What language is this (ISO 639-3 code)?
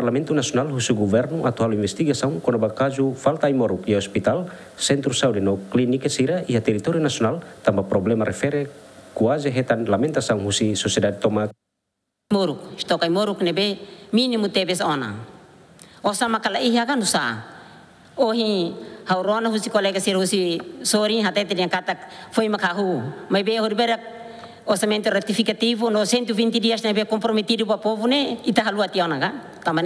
tet